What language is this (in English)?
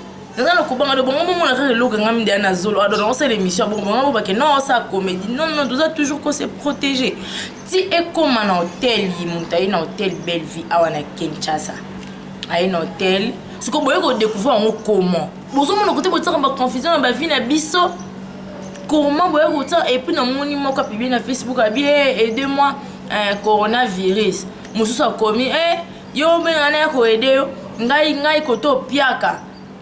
Lingala